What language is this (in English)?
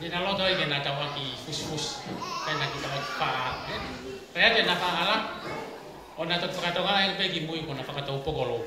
Tongan